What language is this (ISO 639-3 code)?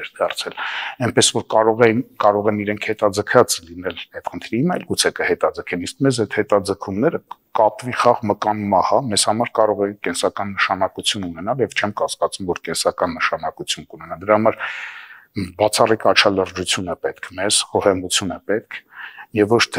hye